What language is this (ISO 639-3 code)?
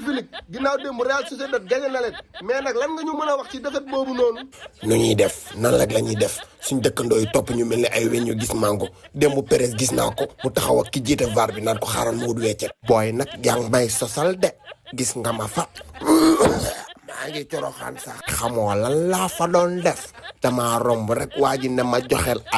wol